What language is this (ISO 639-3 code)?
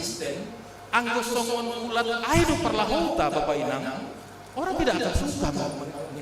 bts